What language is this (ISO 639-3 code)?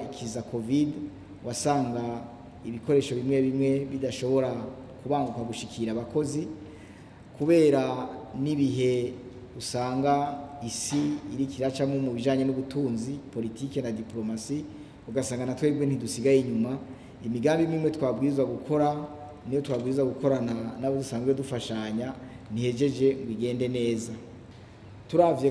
run